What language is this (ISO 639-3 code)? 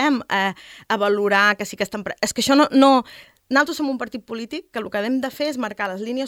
cat